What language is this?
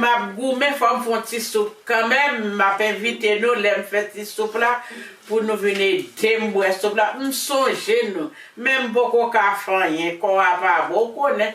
Haitian Creole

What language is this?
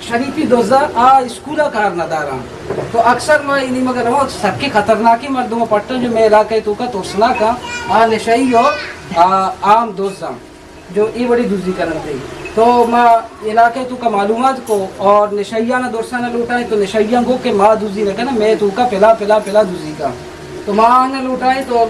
Eastern Balochi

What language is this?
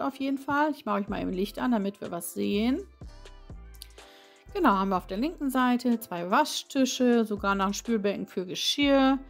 German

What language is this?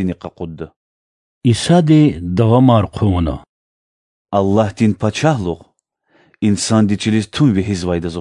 Lezghian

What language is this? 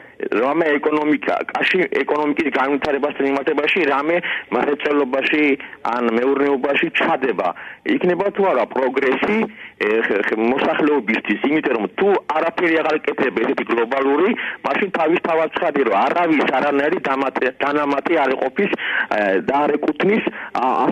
Georgian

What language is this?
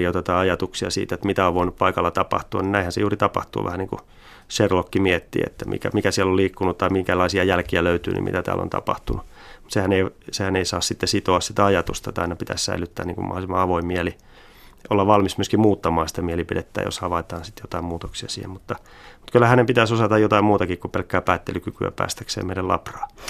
Finnish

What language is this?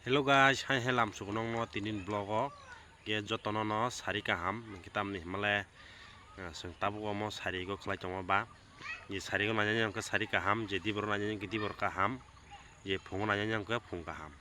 Kok Borok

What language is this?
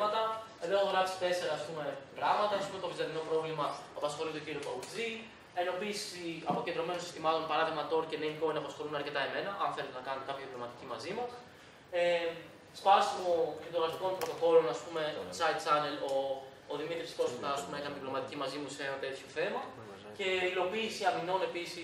Greek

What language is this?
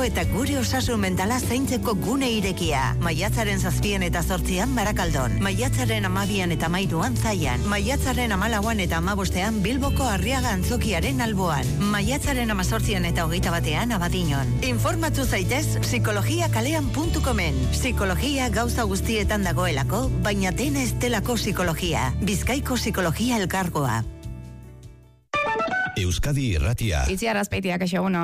Basque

